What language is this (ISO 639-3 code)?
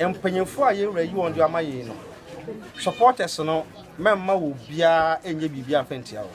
aka